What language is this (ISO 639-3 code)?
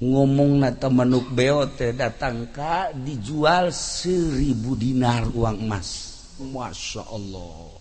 sun